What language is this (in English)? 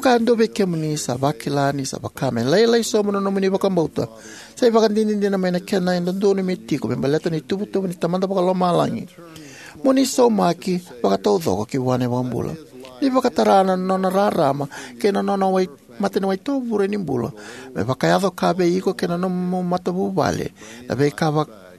Fijian